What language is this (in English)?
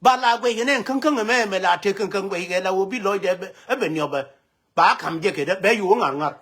Nuer